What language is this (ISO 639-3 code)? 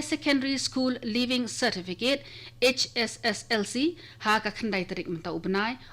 kha